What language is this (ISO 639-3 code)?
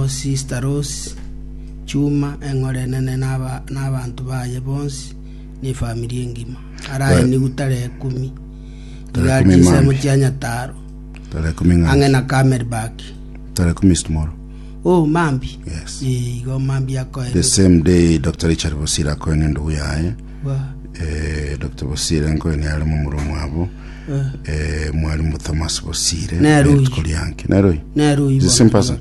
guz